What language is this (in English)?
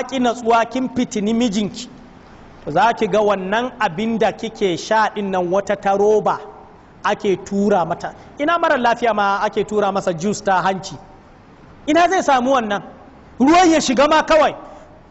Hausa